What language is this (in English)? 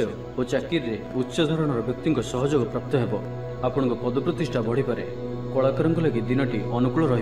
Odia